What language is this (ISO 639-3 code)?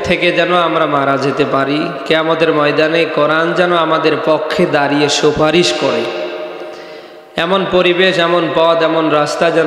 ben